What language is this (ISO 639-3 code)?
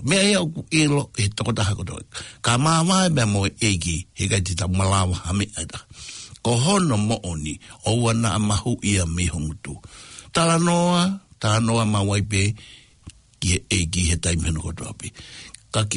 ton